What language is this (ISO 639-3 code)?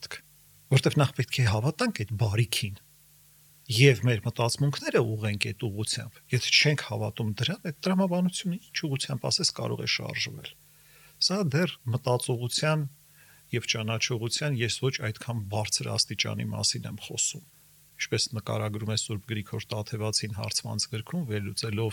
hye